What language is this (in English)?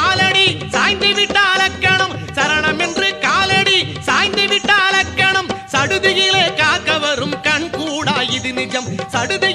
Tamil